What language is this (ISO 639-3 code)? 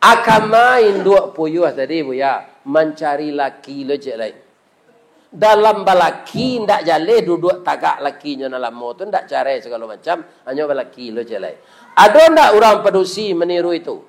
min